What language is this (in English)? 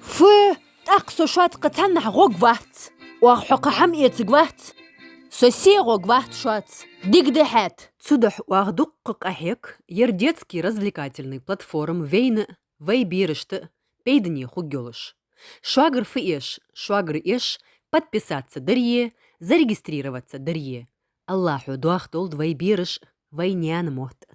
Ingush